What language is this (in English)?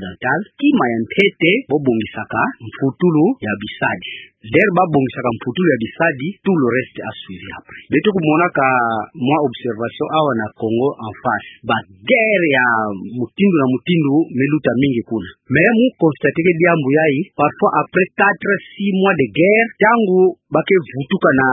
Kituba (Democratic Republic of Congo)